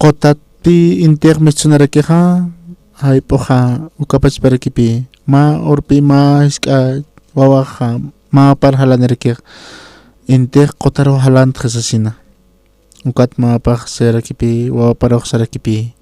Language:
Aymara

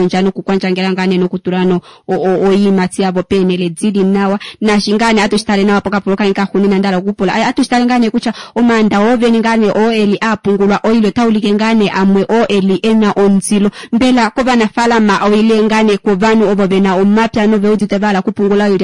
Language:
Kuanyama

